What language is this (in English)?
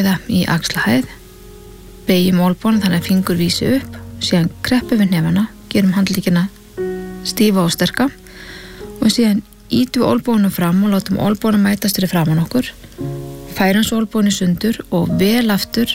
Icelandic